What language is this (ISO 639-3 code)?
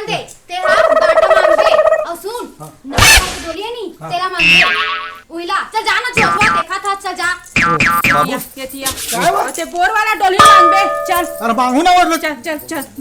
hne